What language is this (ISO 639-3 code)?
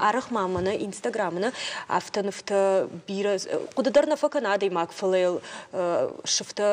oss